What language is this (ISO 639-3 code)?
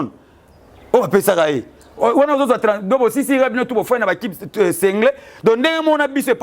lin